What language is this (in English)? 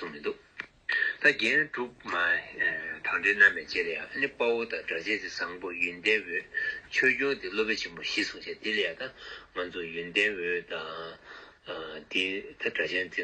Tibetan